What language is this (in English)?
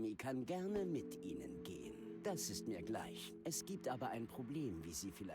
Bavarian